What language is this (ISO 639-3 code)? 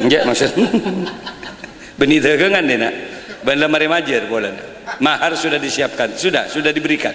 mad